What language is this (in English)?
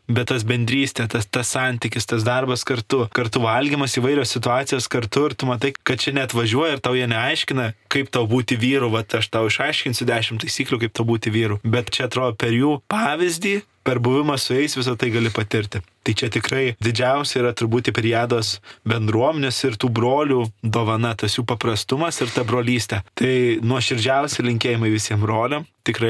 Lithuanian